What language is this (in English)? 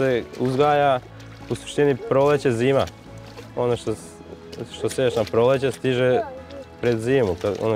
Serbian